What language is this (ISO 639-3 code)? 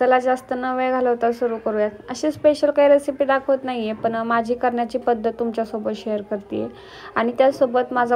mar